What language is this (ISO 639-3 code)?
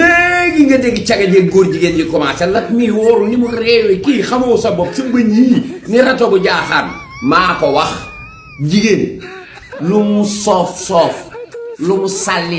wol